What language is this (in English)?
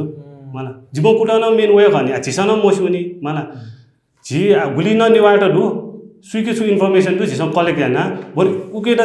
Newari